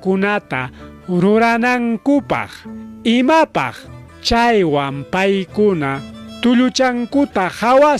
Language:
Ayacucho Quechua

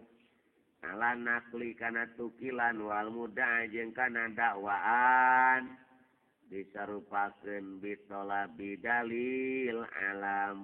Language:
Sundanese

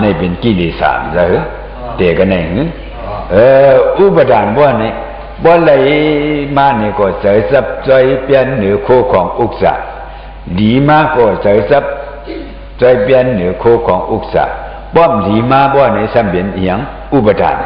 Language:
Shan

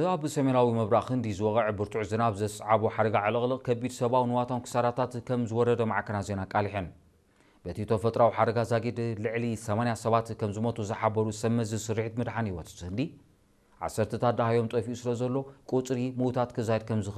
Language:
Tigrinya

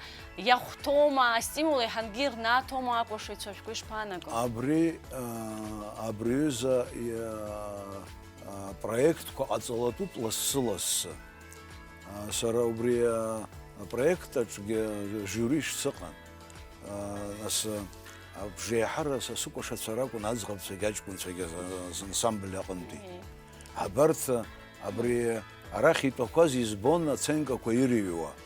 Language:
Abkhazian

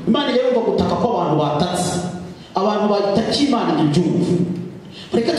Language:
Kinyarwanda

